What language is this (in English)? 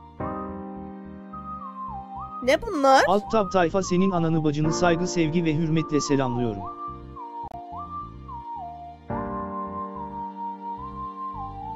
Turkish